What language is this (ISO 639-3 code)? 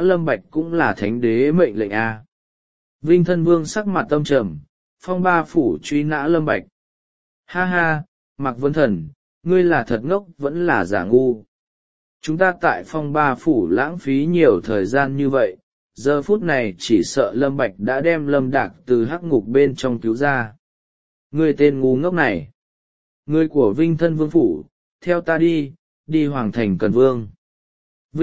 vie